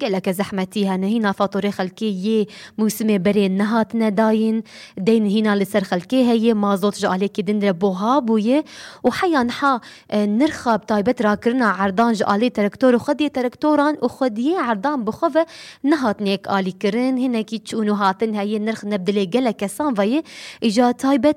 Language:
Kurdish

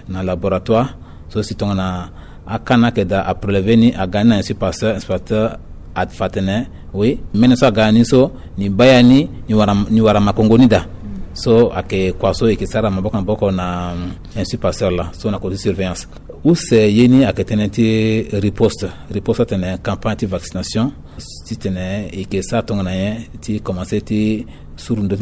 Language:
Sango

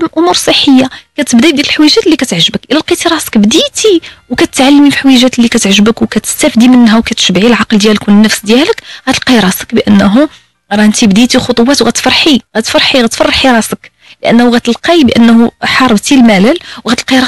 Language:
Moroccan Arabic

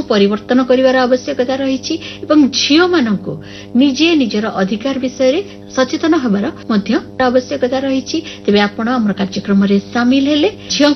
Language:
Odia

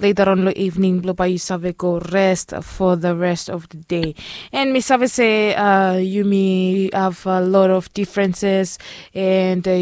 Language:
Bislama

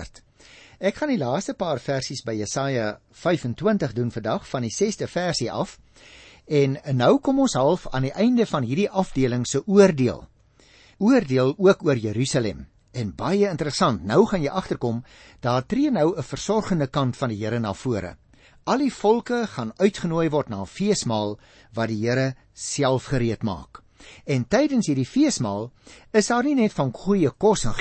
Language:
Afrikaans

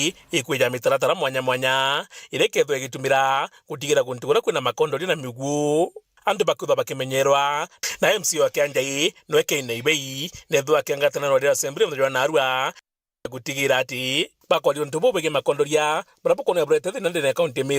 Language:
Meru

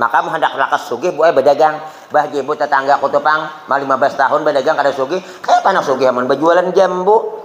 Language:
Banjar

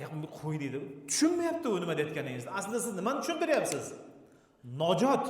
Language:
Uzbek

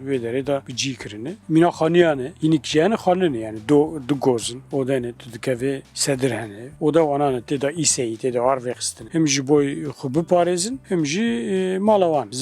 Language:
Kurdish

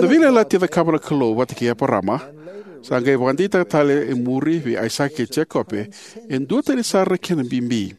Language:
Fijian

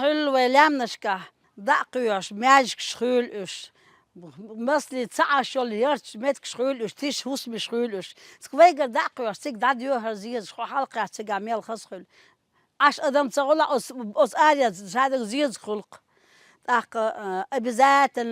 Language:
Chechen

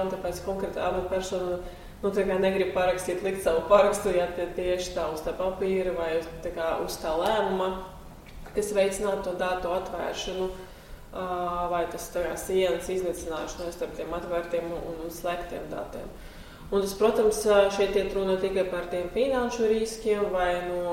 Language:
Latvian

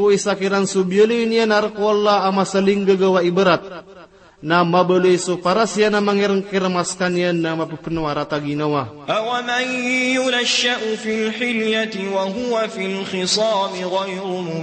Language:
Maranao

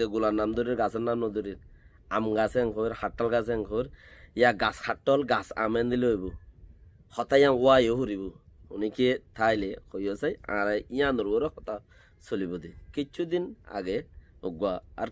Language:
Rohingya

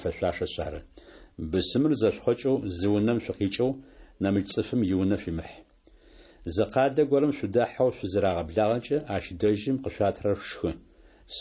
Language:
Adyghe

